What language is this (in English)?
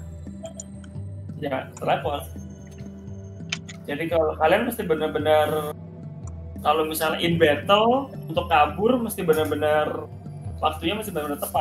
Indonesian